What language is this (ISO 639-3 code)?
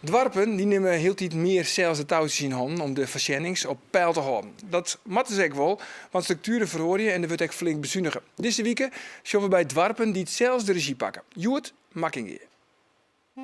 fry